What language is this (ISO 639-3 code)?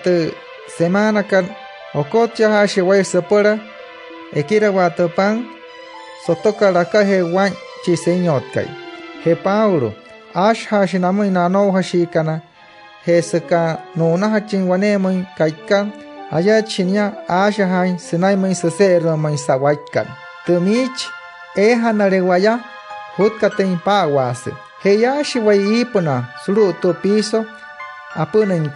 guc